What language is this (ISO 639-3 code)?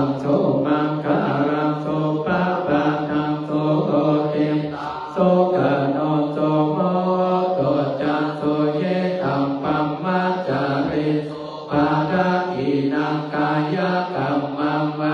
pli